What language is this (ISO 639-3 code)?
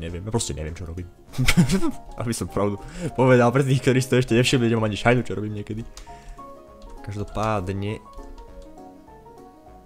slk